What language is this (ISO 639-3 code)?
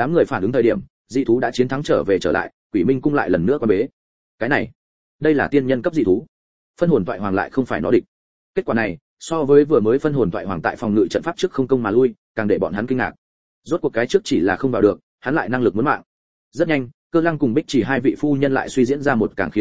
vie